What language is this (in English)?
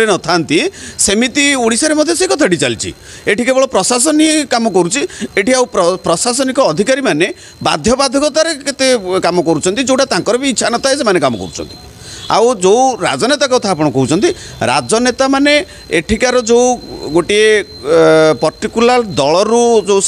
Odia